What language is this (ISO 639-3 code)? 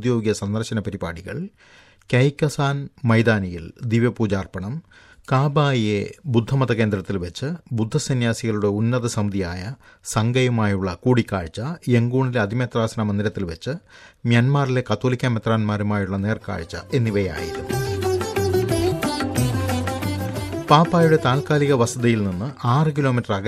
mal